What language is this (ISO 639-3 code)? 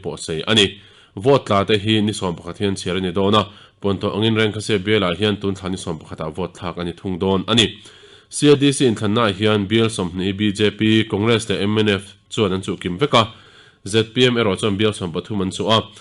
lus